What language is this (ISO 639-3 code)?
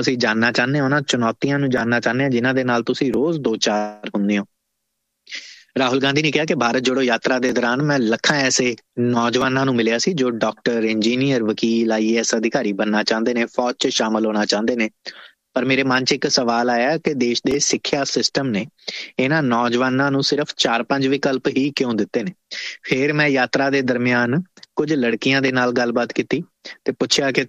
pan